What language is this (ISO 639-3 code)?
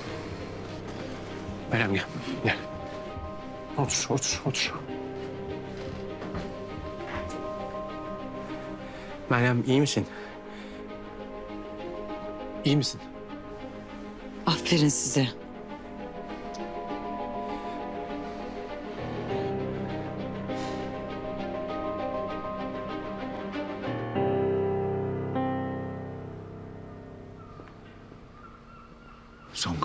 tur